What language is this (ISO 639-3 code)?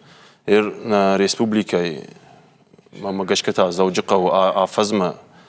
oss